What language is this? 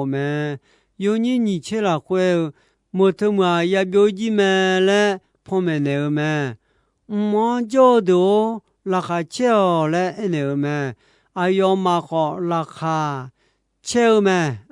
Akha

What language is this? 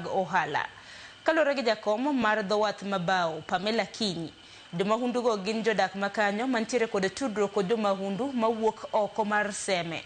Luo (Kenya and Tanzania)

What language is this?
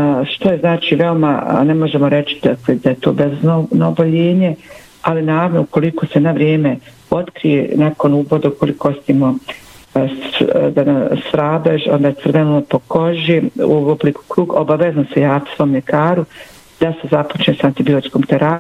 Bosnian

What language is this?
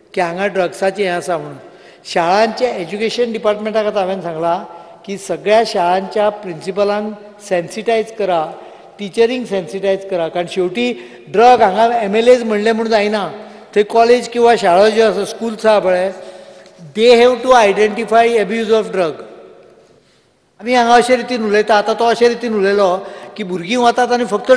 Konkani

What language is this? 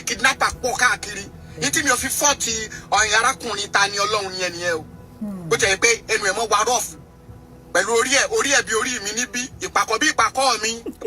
Yoruba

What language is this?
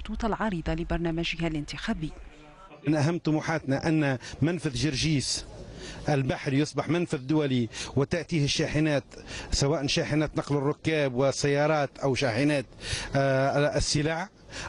Tunisian Arabic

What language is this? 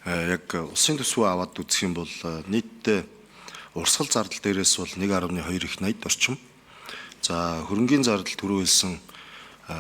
Mongolian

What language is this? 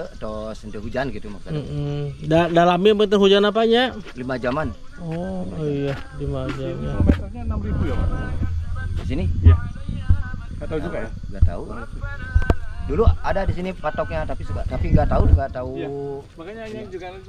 Indonesian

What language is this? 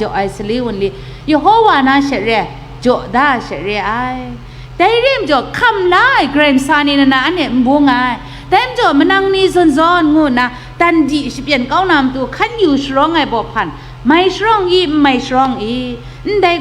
Kachin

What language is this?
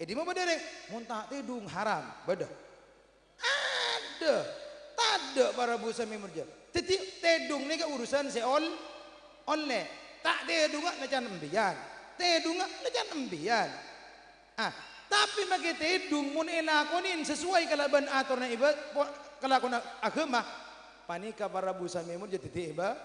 Madurese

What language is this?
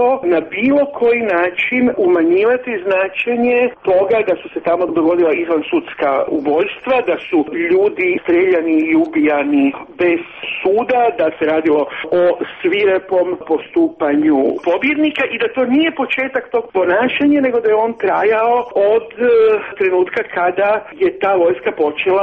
Croatian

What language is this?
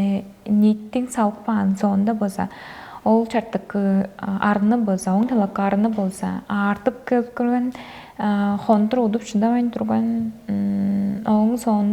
Tuvinian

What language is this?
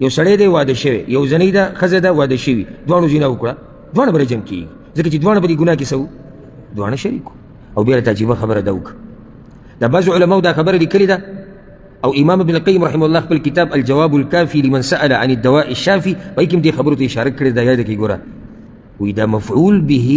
Pashto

